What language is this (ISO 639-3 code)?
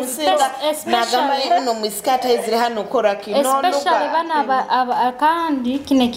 ttj